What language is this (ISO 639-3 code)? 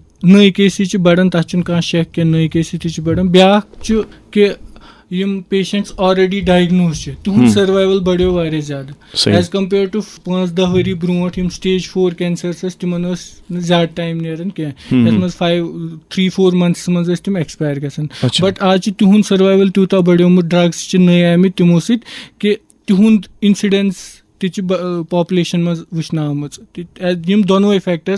kas